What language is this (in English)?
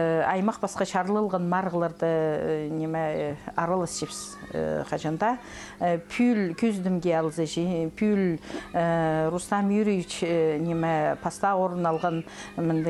Khakas